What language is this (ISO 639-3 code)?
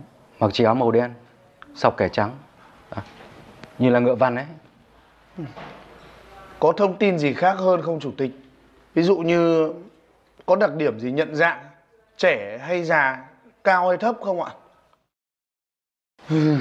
vie